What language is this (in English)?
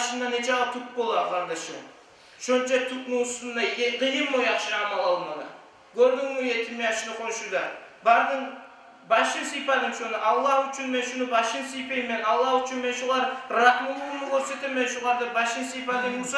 Kumyk